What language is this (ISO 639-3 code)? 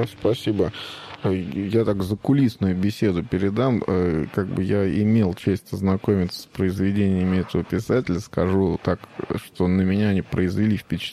rus